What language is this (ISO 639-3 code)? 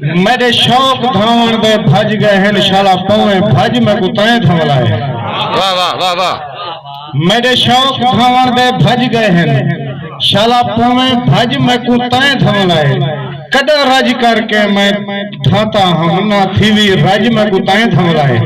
skr